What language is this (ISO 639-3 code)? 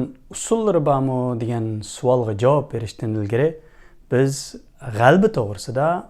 uig